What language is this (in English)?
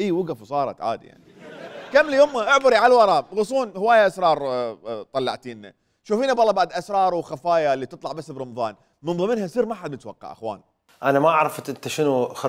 Mesopotamian Arabic